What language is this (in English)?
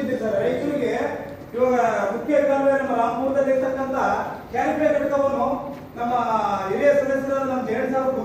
Kannada